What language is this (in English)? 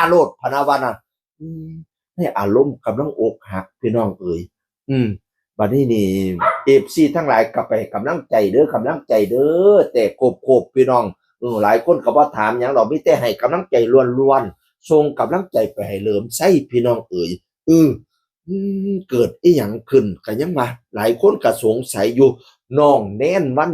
Northeastern Thai